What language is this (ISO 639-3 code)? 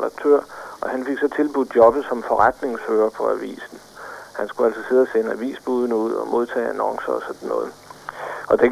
dan